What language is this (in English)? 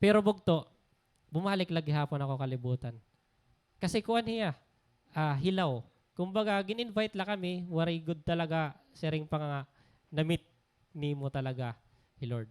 Waray